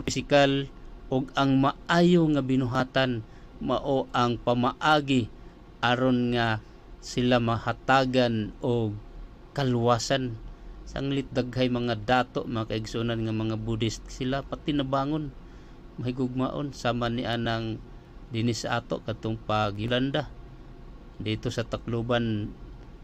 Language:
Cebuano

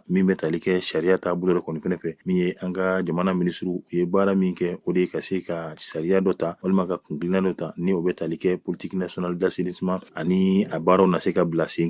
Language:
Bambara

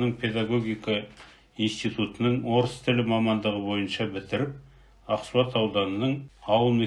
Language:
Kazakh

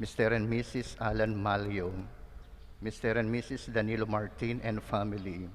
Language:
Pampanga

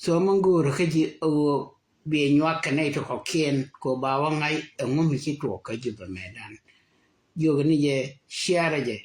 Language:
Nuer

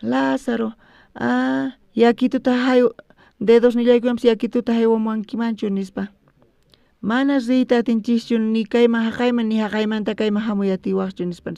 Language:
South Bolivian Quechua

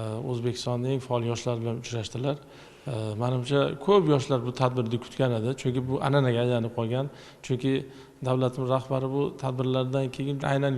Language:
Uzbek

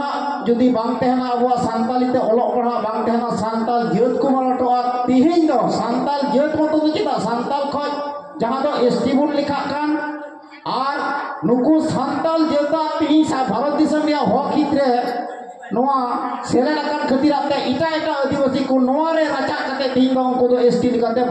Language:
Santali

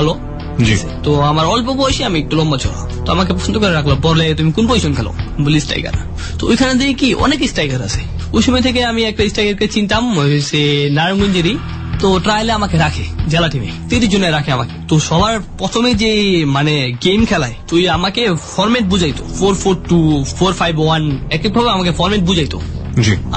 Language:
Bangla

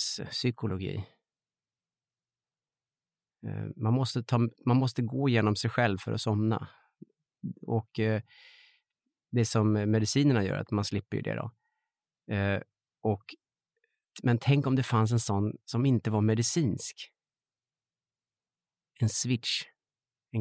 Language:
Swedish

